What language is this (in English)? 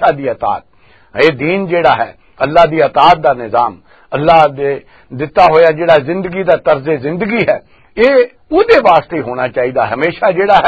Western Panjabi